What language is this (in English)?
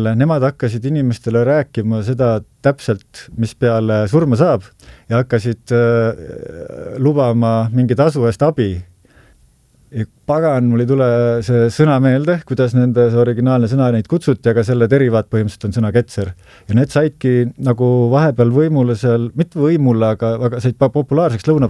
Estonian